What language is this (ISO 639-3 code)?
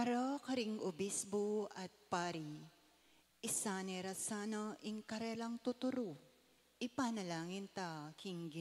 pam